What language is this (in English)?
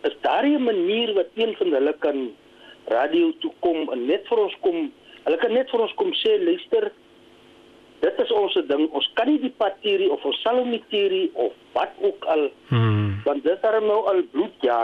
Afrikaans